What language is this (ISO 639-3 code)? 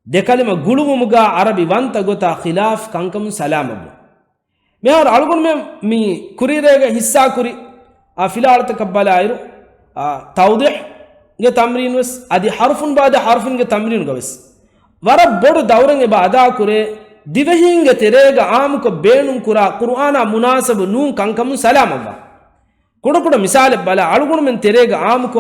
div